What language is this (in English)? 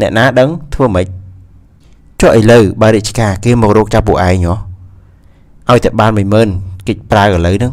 Khmer